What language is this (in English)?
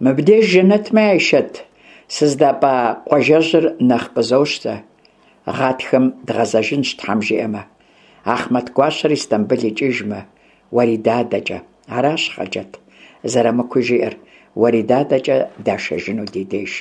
Kabardian